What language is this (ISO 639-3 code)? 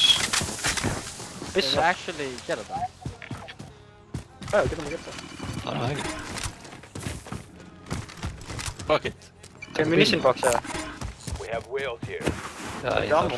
isl